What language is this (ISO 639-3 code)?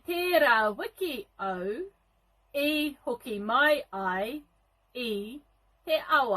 mri